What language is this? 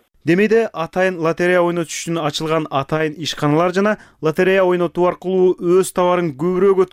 Kyrgyz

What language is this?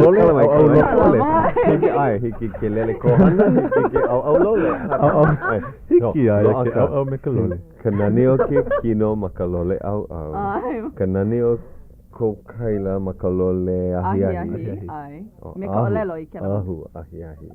Hawaiian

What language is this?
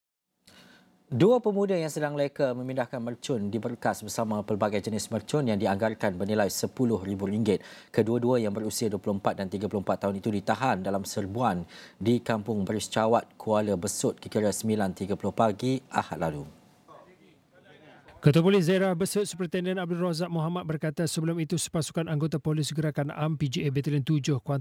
Malay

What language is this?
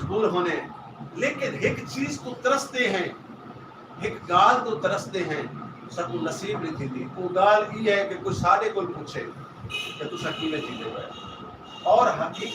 Saraiki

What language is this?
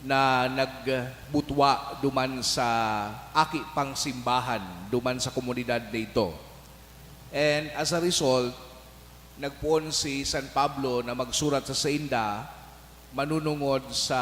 Bikol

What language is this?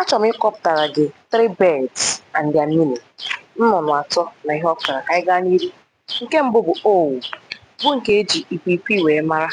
Igbo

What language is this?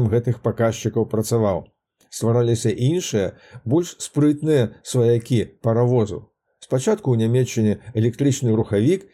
Belarusian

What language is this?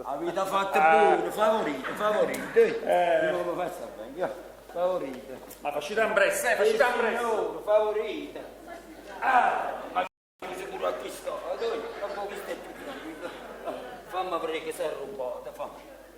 Neapolitan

